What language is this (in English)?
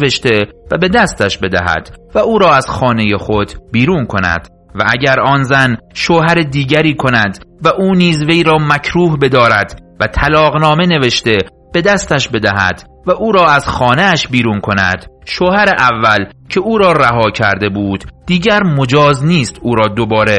Persian